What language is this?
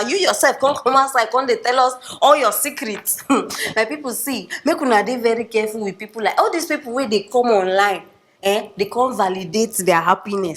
Nigerian Pidgin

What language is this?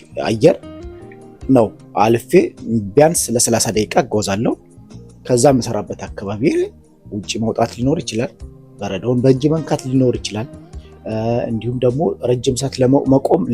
Amharic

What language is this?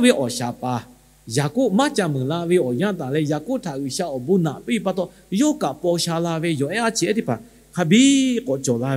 Lahu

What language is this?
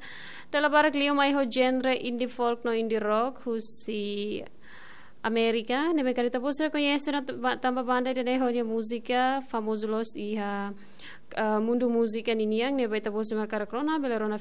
Tetum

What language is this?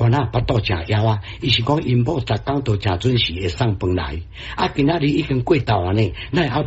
Min Nan Chinese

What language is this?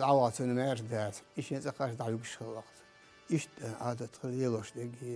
Chechen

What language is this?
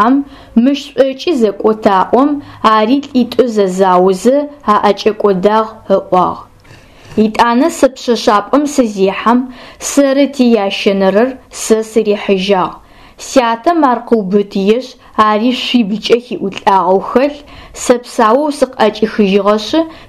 Adyghe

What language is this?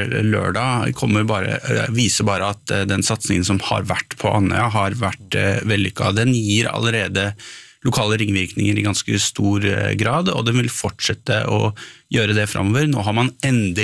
Norwegian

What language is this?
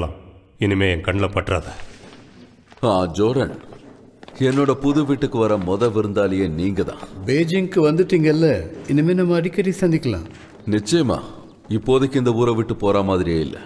Tamil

